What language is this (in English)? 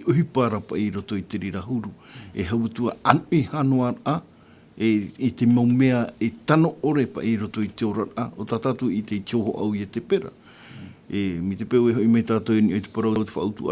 Tahitian